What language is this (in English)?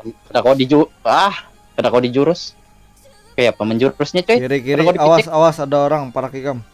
Banjar